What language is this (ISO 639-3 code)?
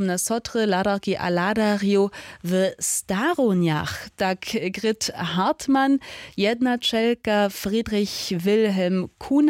hsb